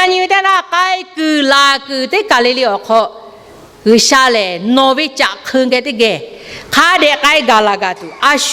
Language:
Lahu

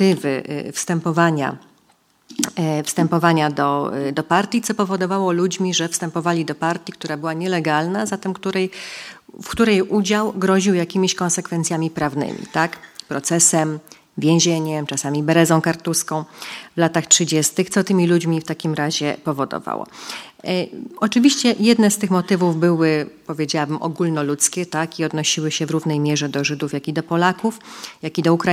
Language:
Polish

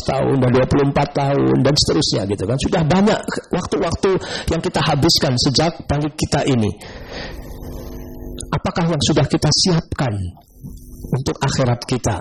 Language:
Indonesian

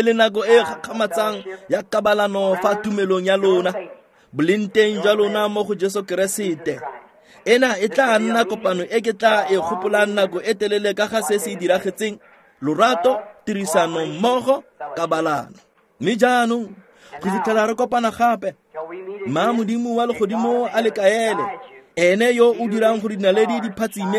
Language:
Tswana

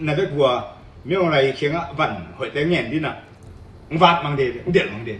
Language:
Tedim Chin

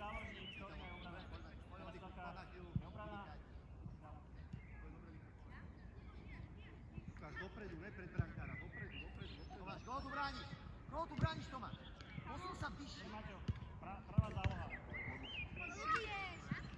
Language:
Slovak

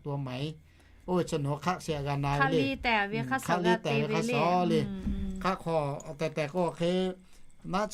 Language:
Lahu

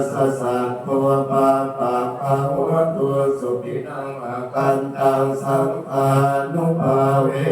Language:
Pali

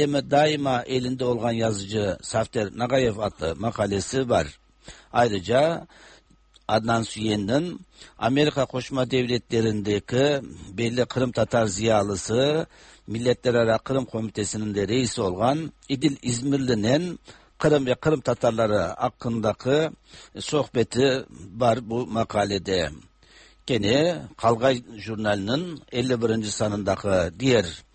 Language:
Tatar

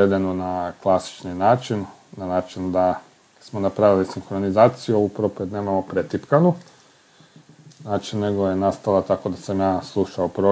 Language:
Croatian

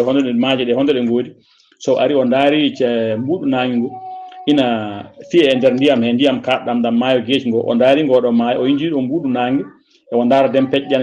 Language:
Fula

